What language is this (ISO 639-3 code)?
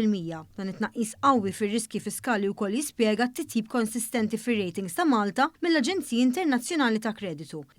mlt